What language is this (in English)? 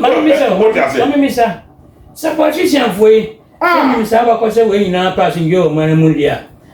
Akan